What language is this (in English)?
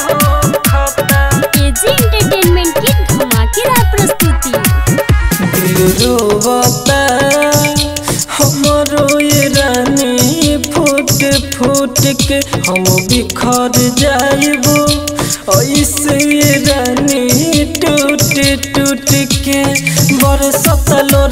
Bhojpuri